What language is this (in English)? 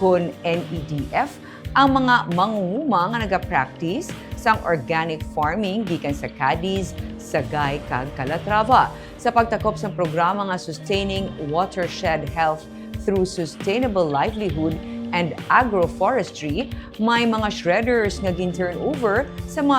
Hiligaynon